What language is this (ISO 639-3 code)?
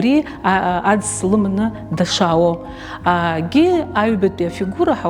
abk